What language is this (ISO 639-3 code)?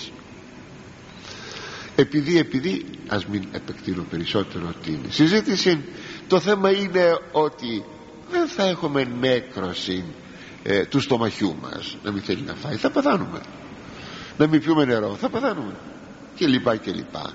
ell